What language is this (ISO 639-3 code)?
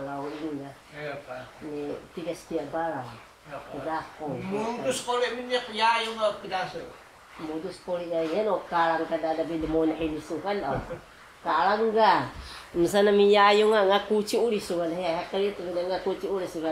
trv